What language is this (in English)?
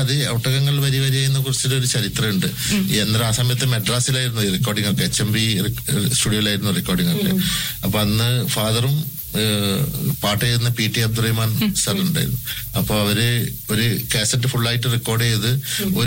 Malayalam